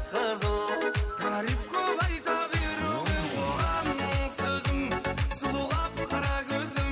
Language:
Kara-Kalpak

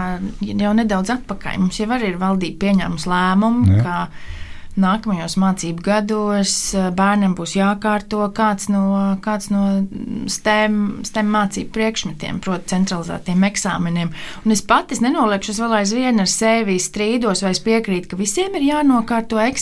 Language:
Latvian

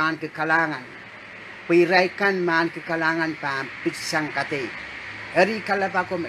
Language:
Pohnpeian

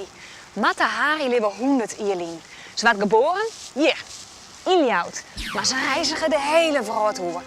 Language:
Western Frisian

